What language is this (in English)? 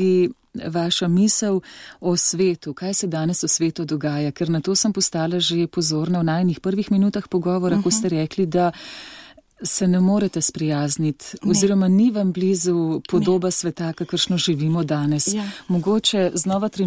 Slovenian